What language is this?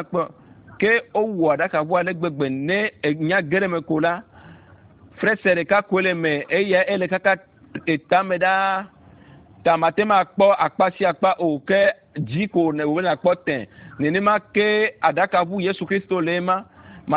Ewe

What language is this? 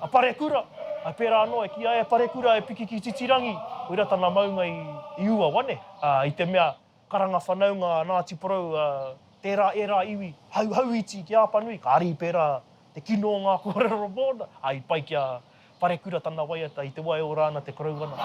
Māori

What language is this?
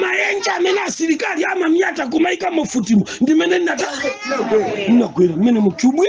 Nyanja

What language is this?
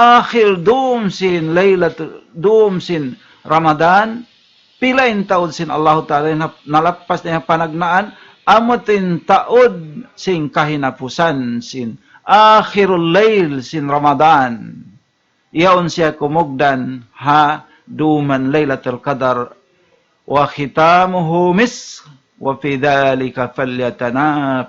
Tausug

